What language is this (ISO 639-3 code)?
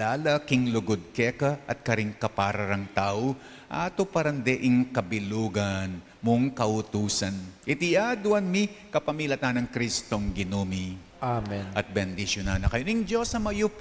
pam